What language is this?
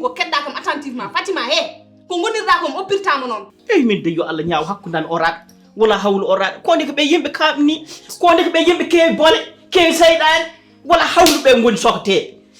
Fula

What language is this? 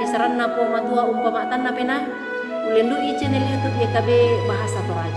Toraja-Sa'dan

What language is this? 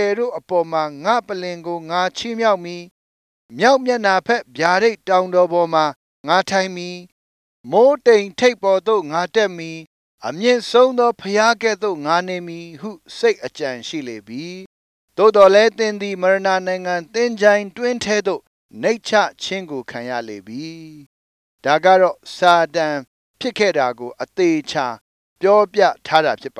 Burmese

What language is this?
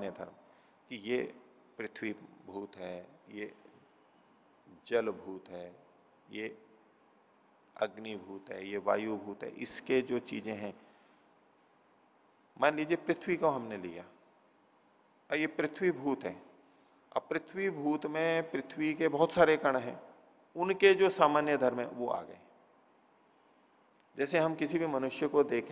Hindi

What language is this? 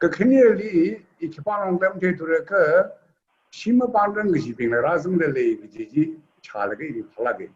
Tangkhul Naga (India)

